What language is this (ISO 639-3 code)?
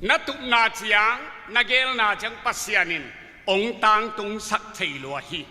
ctd